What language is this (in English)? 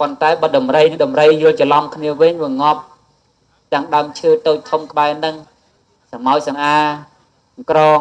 Khmer